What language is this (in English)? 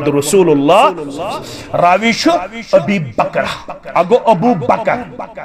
Kashmiri